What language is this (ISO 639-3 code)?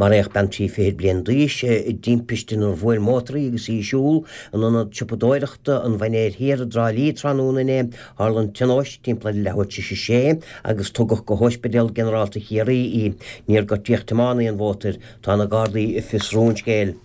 gle